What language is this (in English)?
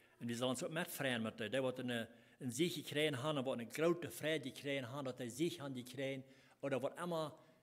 Plautdietsch